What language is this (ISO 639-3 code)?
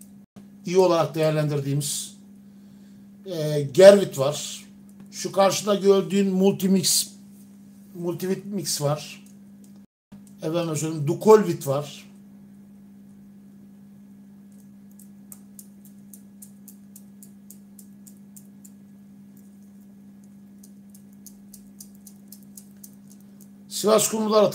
tur